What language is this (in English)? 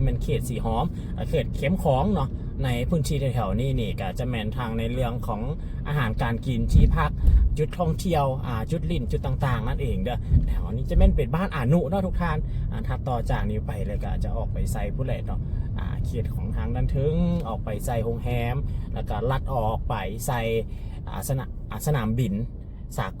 Lao